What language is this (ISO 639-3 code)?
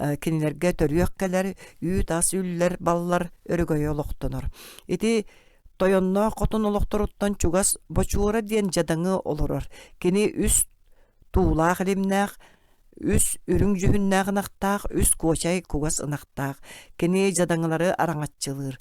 sah